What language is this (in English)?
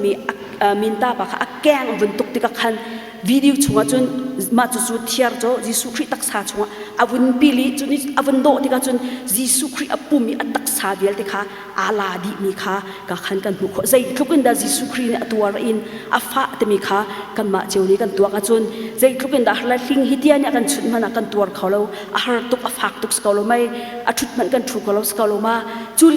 Hakha Chin